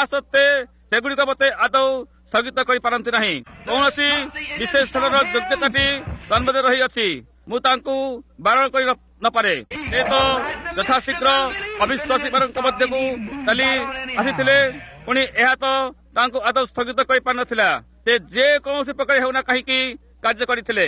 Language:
Odia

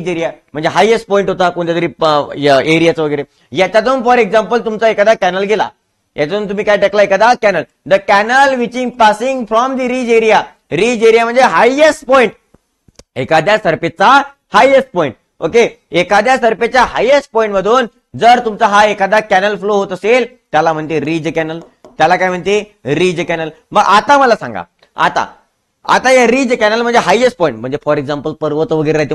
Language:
Marathi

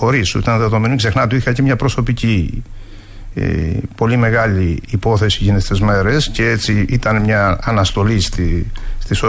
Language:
Greek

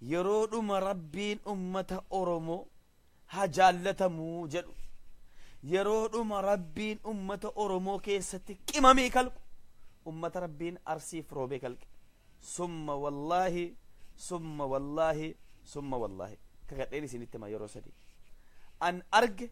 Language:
Oromo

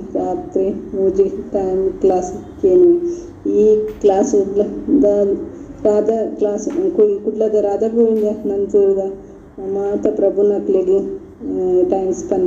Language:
Tulu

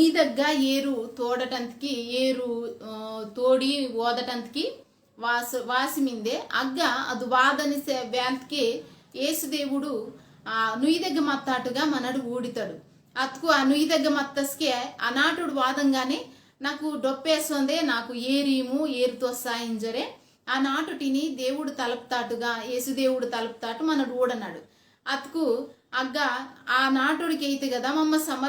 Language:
Koya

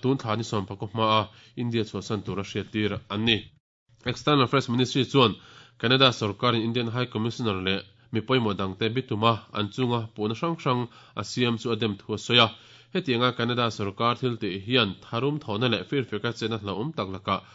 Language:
Mizo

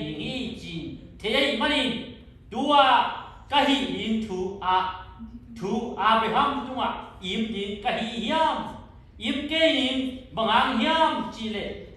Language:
Tedim Chin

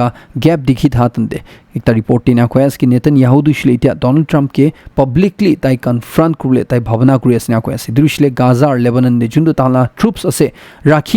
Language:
Naga Pidgin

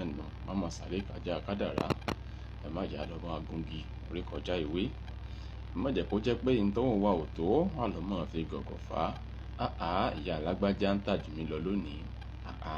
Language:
Yoruba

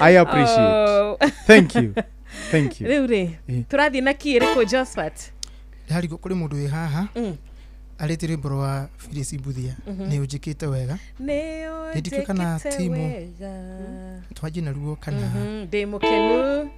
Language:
Kikuyu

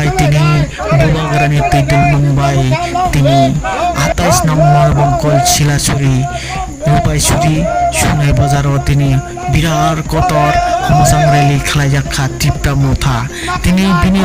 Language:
Kok Borok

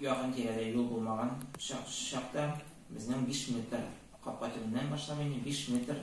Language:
Tatar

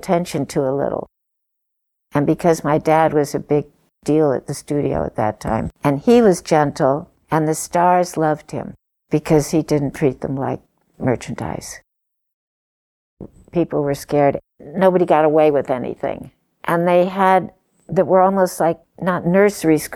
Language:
English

